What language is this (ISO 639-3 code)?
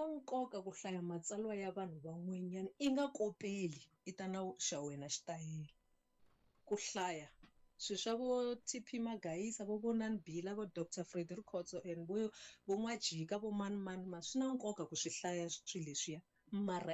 tso